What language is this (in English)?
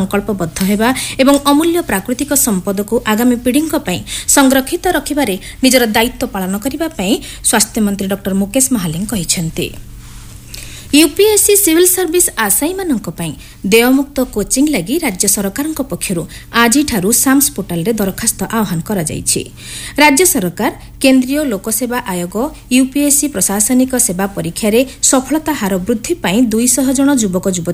Odia